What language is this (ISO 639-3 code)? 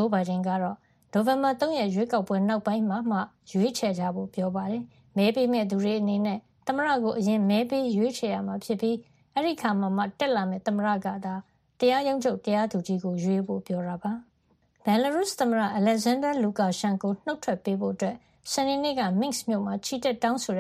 mya